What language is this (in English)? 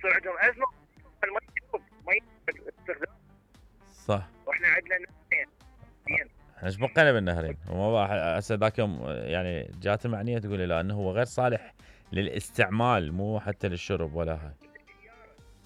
Mesopotamian Arabic